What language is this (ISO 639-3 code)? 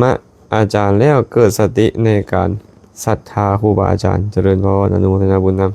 lao